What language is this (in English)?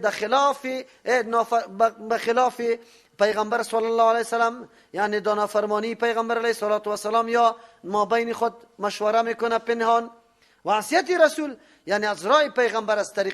Persian